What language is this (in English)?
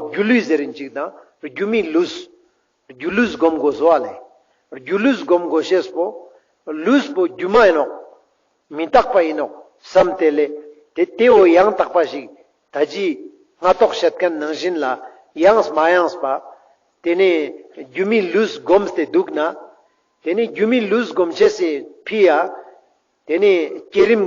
Ladakhi